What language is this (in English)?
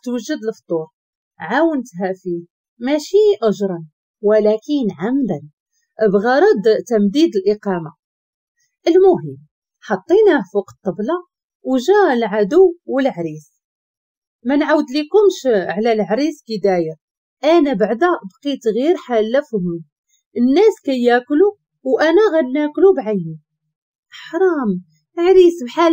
Moroccan Arabic